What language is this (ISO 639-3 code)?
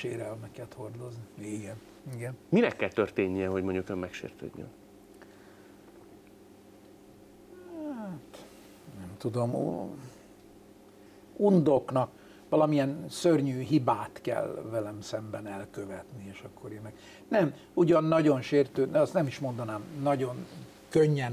hun